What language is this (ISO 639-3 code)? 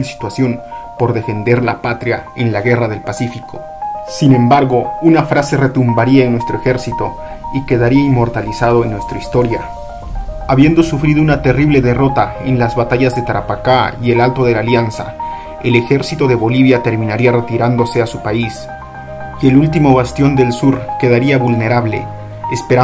spa